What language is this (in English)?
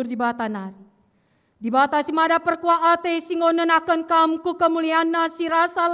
Batak Karo